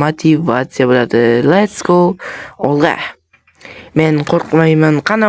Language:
Uzbek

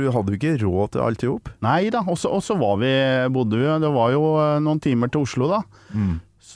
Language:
Norwegian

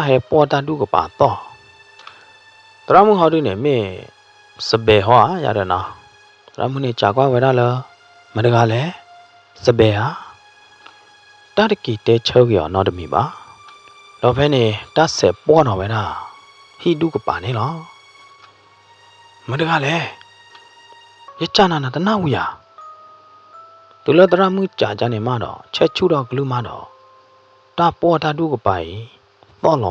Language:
S'gaw Karen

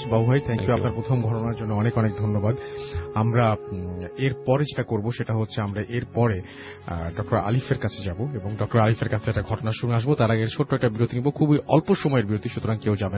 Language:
Bangla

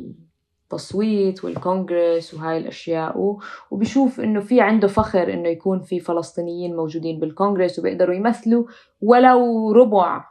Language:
North Levantine Arabic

